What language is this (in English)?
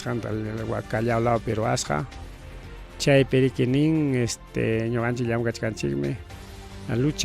Ayacucho Quechua